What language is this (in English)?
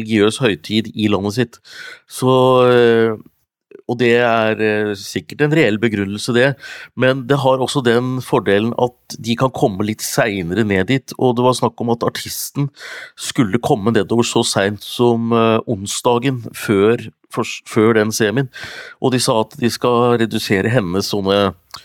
Norwegian